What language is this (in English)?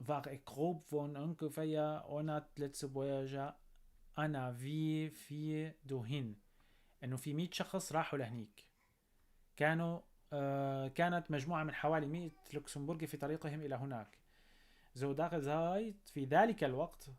North Levantine Arabic